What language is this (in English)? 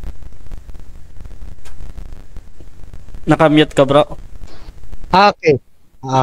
Filipino